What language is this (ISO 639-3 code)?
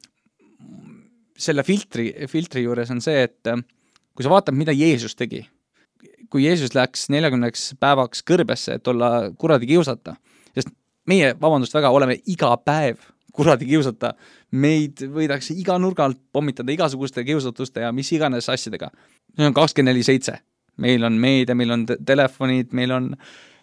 est